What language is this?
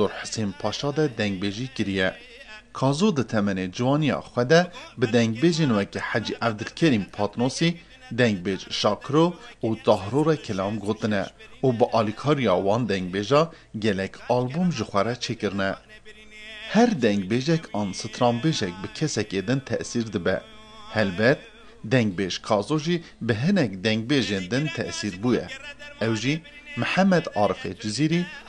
Kurdish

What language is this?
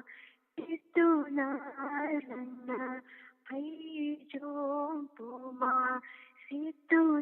Manipuri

